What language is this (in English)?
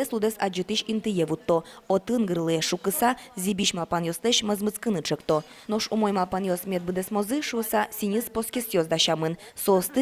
Udmurt